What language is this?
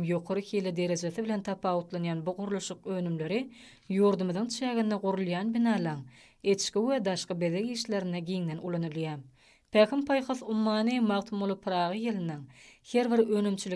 Turkmen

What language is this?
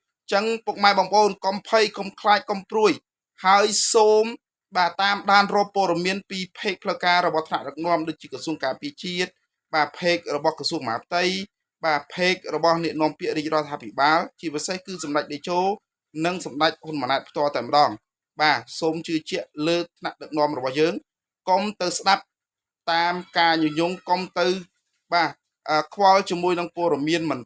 Khmer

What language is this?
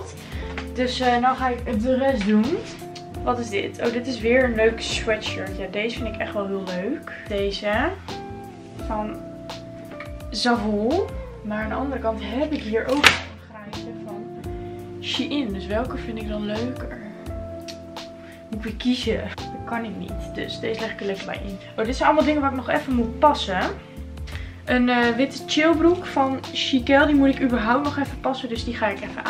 Dutch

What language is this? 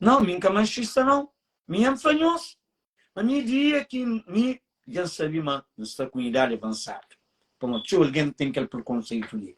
Kabuverdianu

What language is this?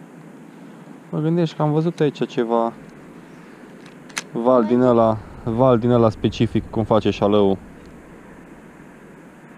Romanian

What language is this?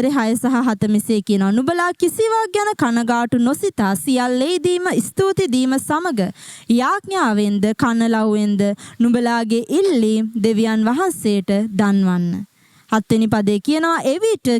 Sinhala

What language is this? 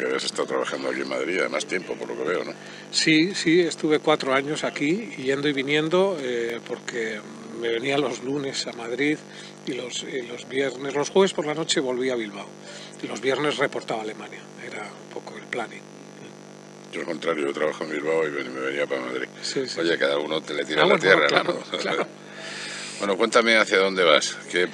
Spanish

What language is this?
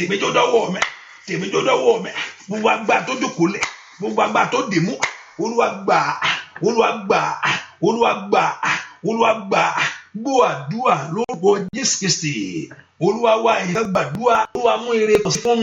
Yoruba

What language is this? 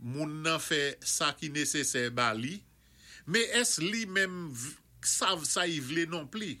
Saint Lucian Creole French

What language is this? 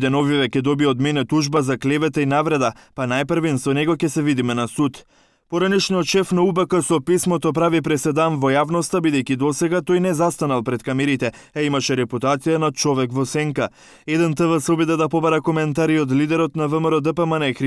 Macedonian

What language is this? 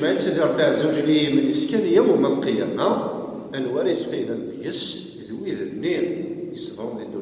Kabyle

